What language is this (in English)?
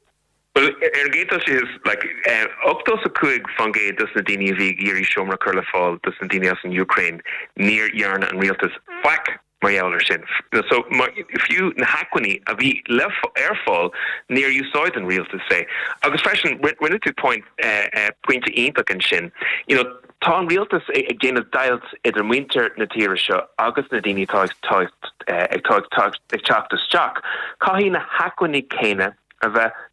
Irish